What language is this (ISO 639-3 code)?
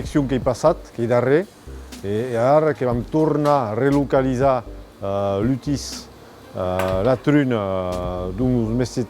oci